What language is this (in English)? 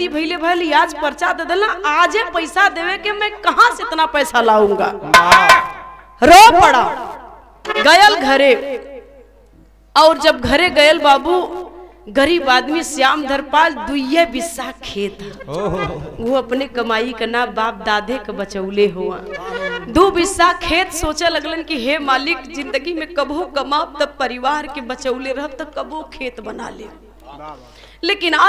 Bhojpuri